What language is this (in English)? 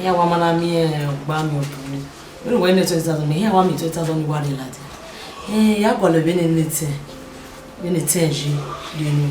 Bini